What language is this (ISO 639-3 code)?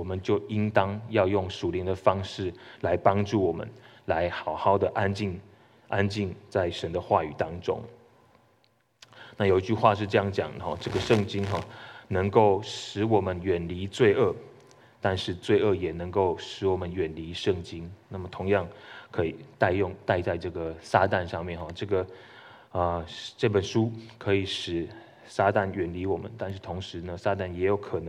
zho